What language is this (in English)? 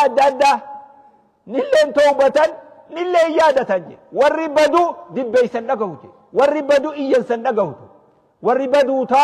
Oromo